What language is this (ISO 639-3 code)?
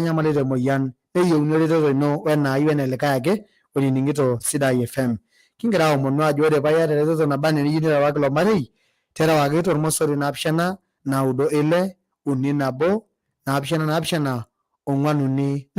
mas